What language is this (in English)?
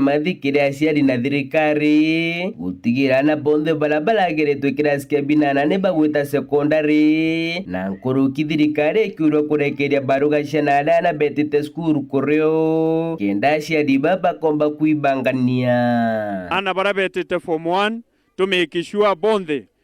Meru